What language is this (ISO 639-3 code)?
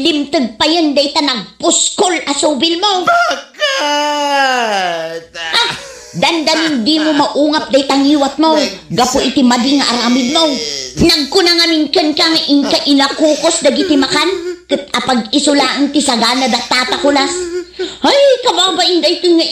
ilo